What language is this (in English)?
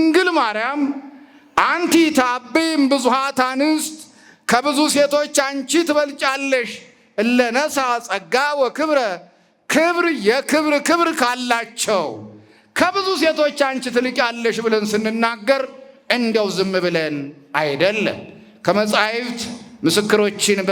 Amharic